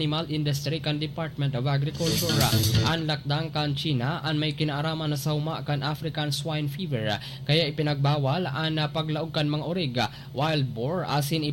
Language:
Bikol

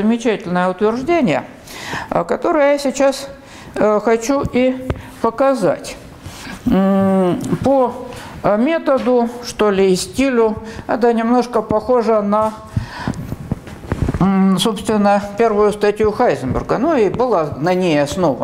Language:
Russian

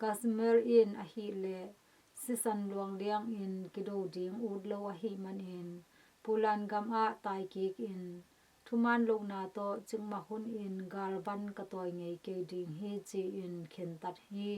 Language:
Tedim Chin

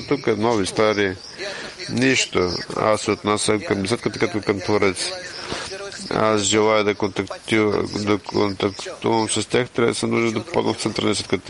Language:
Bulgarian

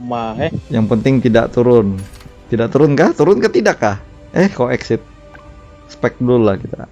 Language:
Banjar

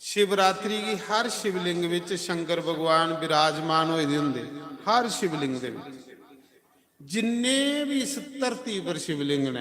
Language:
Dogri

